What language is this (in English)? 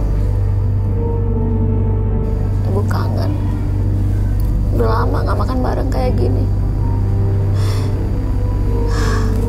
Indonesian